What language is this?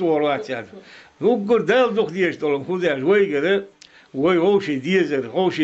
Chechen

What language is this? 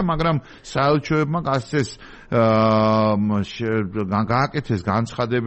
Georgian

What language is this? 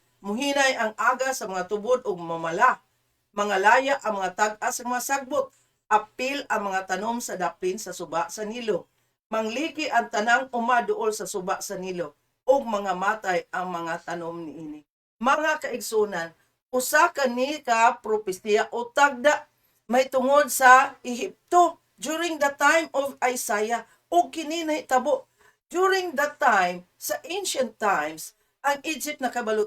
Cebuano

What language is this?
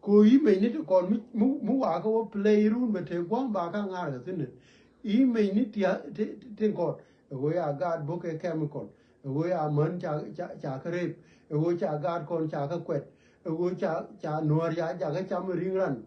Nuer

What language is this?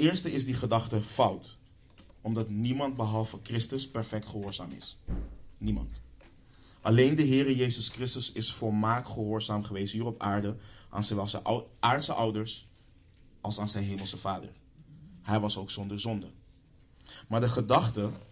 Dutch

